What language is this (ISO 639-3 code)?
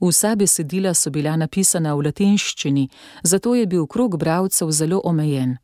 slv